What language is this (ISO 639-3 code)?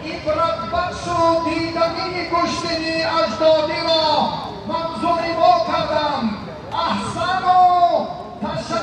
tgk